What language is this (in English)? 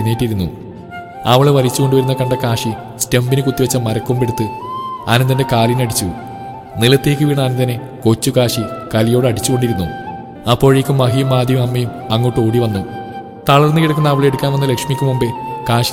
Malayalam